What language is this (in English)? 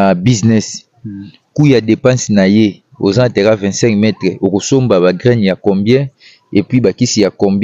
Lingala